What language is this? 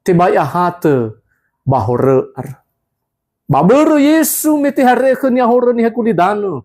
Nias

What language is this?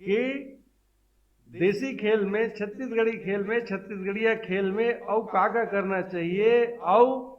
Chhattisgarhi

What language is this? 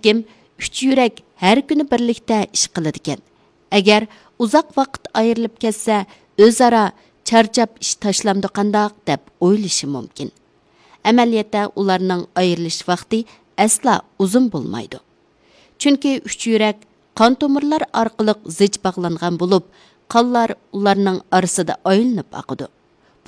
Uyghur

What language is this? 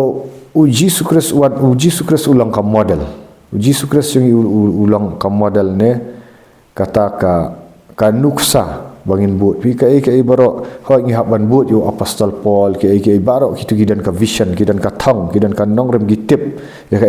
Khasi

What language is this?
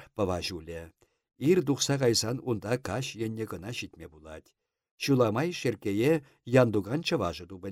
Chuvash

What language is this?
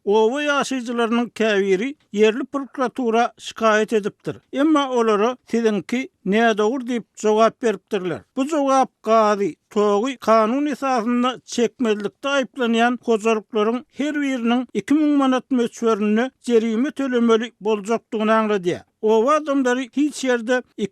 Turkmen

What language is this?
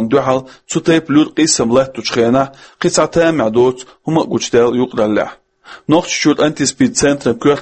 Chechen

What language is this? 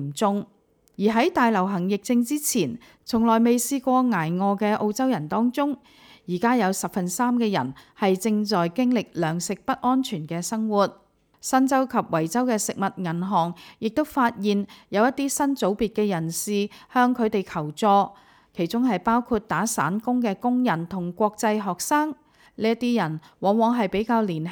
Cantonese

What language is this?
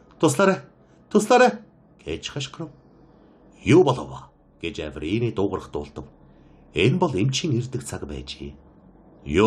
Mongolian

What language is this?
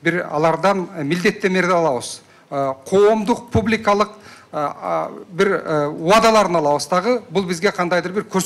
Kyrgyz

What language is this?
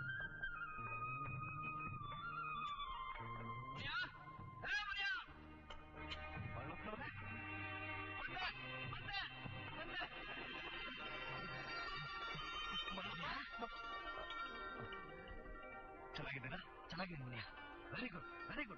Kannada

